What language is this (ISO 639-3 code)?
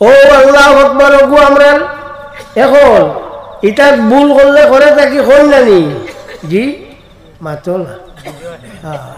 syl